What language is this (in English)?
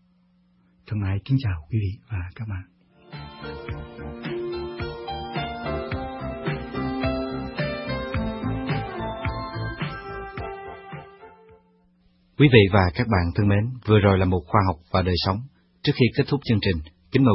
Vietnamese